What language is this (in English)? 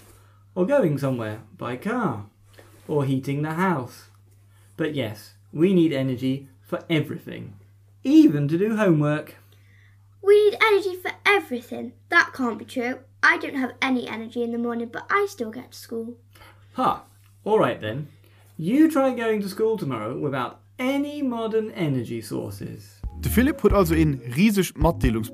Luxembourgish